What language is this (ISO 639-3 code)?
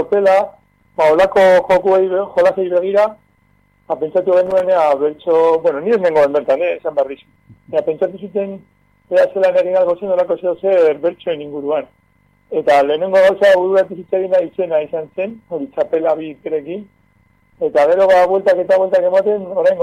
eus